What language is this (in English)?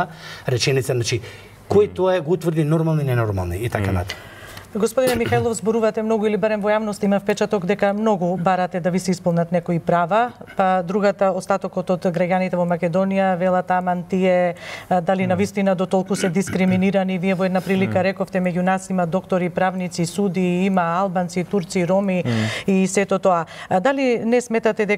Macedonian